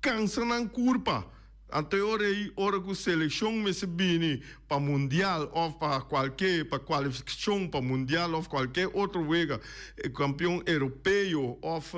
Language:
Papiamento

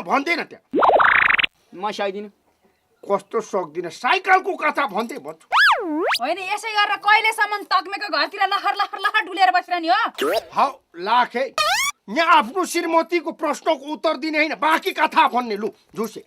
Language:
Nepali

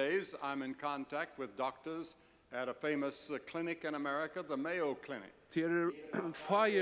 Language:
Faroese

